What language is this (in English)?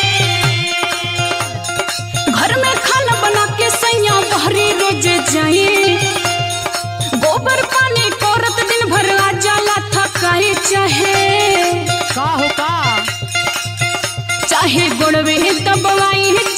Bhojpuri